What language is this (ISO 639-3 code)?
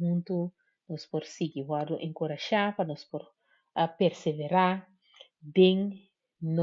pap